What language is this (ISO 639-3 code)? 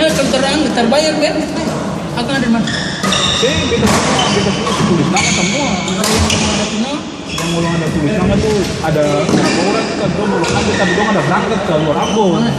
abs